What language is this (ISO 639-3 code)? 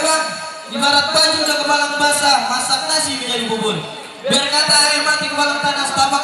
bew